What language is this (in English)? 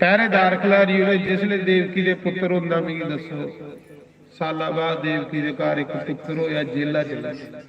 Dogri